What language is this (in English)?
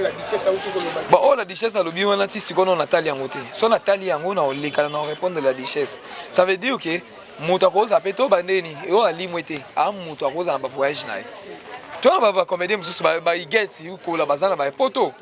Lingala